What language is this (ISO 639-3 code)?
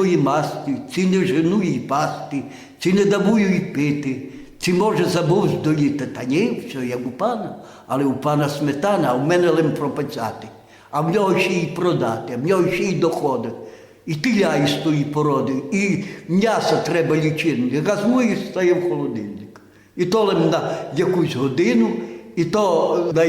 rue